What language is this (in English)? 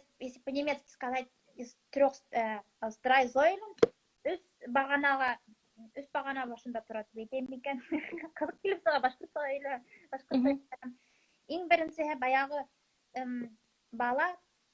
Bashkir